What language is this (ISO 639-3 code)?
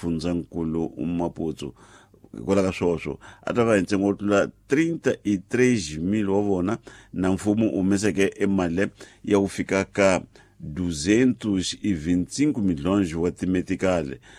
tso